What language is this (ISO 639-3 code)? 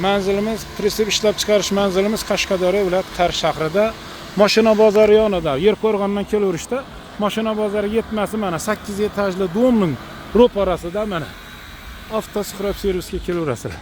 uzb